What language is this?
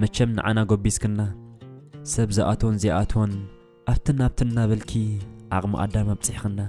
Tigrinya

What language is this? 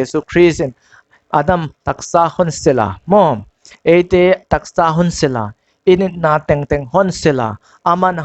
Paite Chin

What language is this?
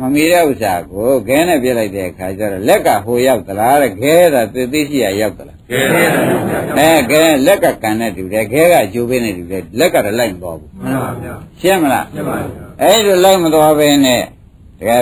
Burmese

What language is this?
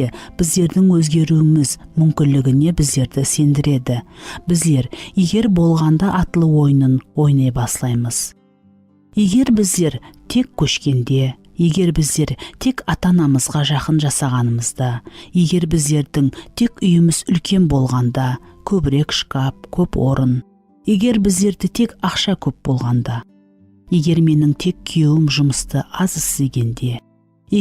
Kara-Kalpak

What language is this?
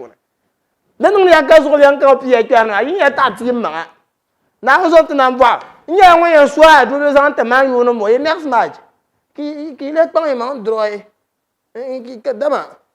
Dagbani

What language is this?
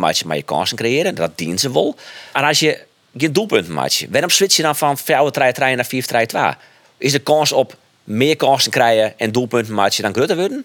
Western Frisian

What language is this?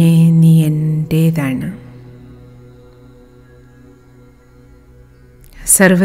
Malayalam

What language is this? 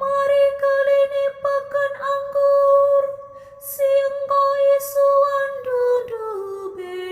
Batak Karo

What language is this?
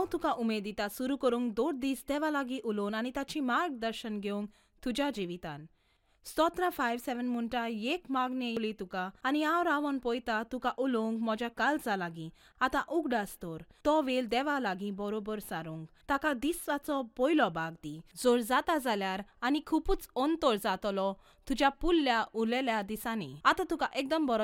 Konkani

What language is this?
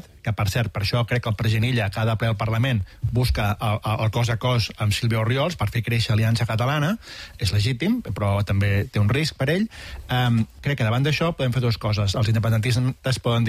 Catalan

